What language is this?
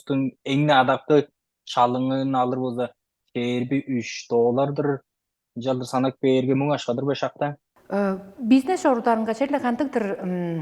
Tuvinian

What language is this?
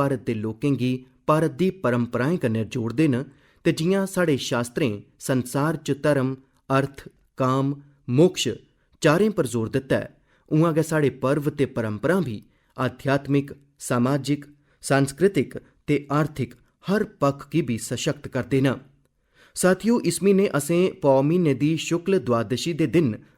Dogri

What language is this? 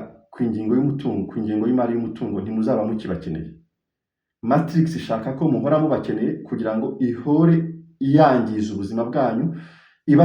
Kinyarwanda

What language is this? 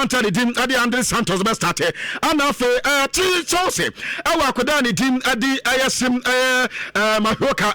Akan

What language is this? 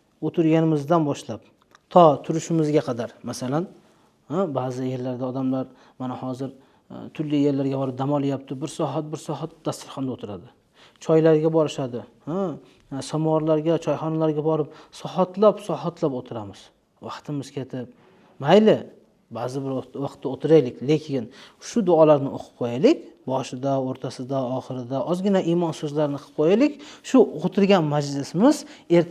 Uzbek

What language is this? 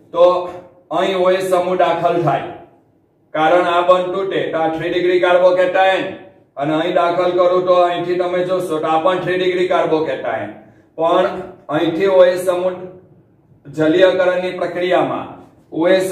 Gujarati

